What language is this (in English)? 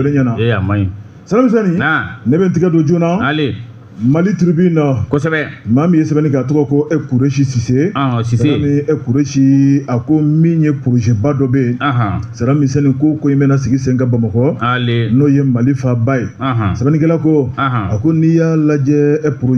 Bambara